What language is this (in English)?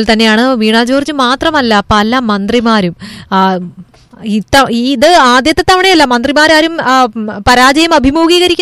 Malayalam